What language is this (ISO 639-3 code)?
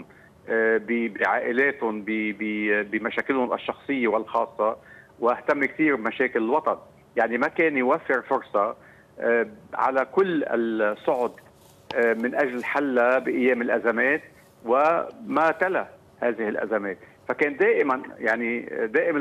apc